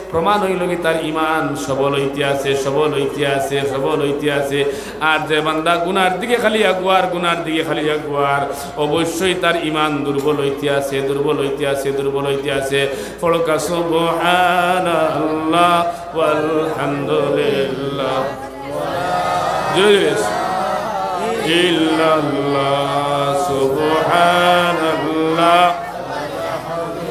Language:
Sylheti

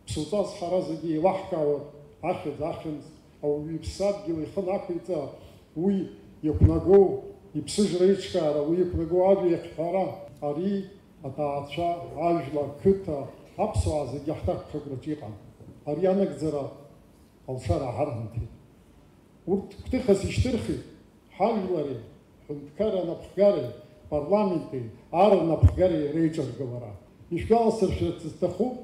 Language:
Abkhazian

